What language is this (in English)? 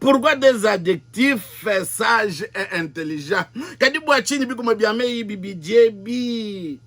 Luba-Lulua